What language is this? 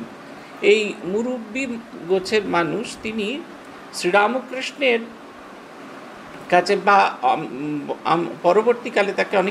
Bangla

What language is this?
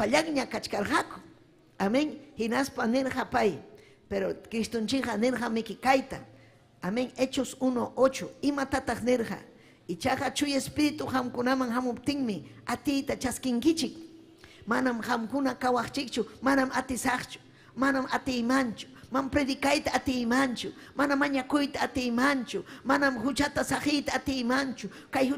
Ayacucho Quechua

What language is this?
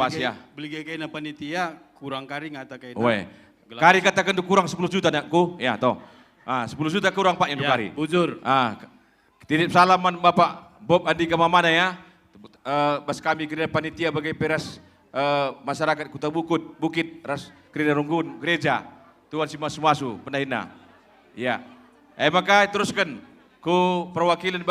Batak Karo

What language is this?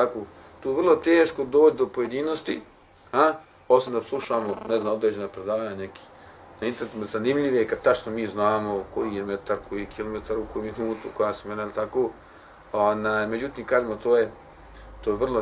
Bosnian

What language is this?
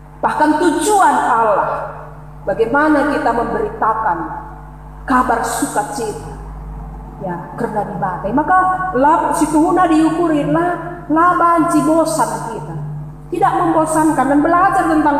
Batak Karo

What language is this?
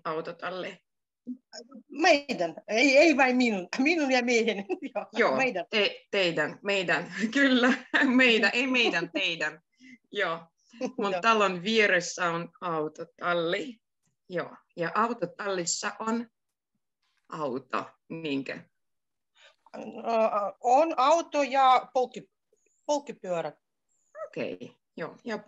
Finnish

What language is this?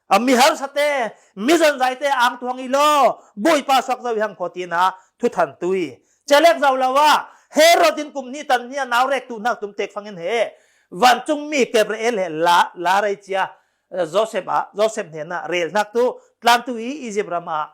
Falam Chin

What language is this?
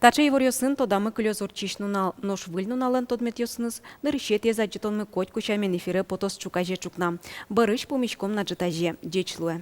Udmurt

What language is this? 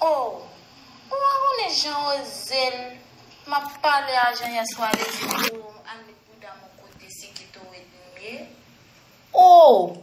Haitian Creole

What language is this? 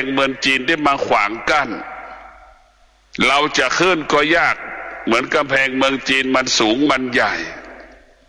Thai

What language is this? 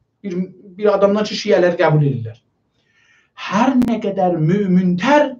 South Azerbaijani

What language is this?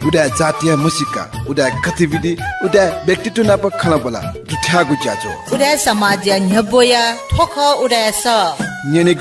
Newari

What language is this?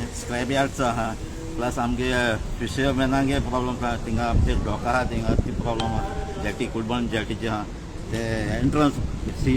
Konkani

